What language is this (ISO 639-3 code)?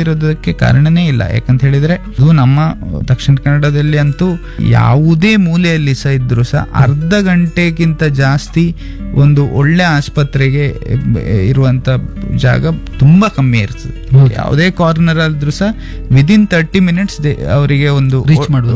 kan